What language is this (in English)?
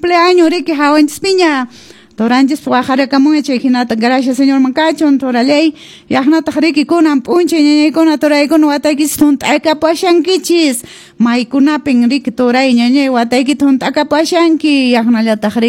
Quechua